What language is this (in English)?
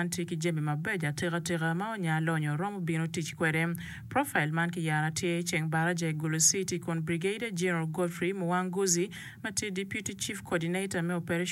Acoli